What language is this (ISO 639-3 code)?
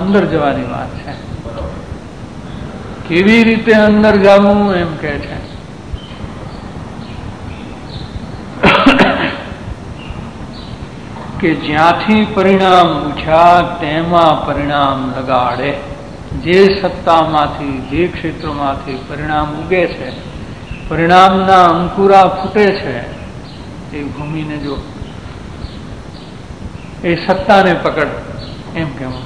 guj